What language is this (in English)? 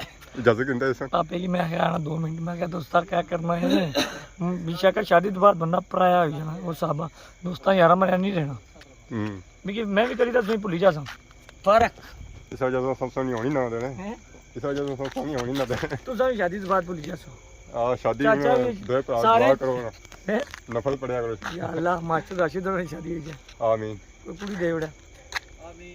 Pahari-Potwari